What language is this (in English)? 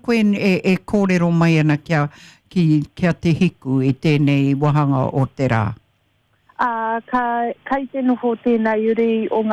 Māori